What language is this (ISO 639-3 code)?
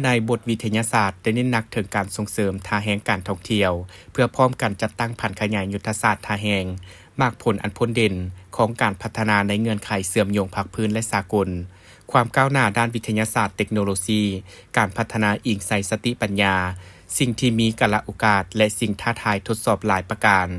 lao